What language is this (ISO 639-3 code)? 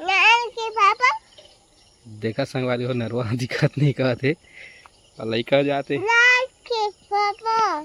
hne